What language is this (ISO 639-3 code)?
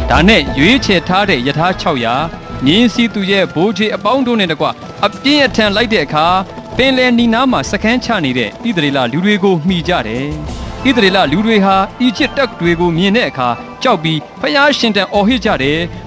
mya